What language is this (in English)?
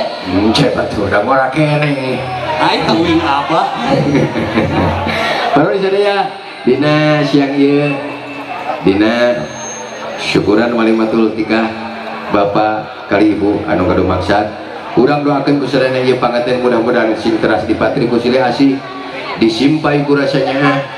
Sundanese